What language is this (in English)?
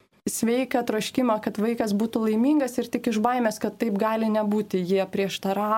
Lithuanian